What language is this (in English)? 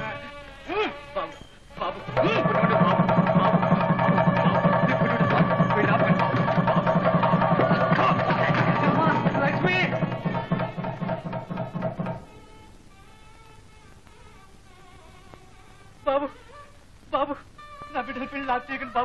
Telugu